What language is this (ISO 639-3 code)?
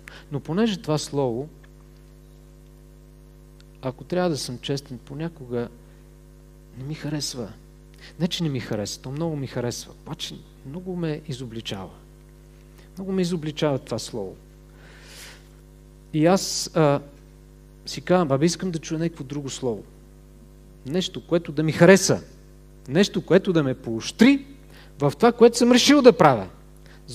bul